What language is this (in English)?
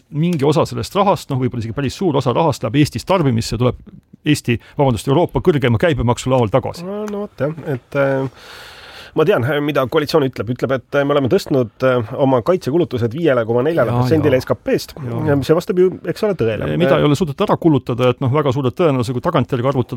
Estonian